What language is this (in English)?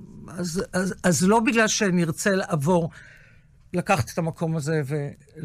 Hebrew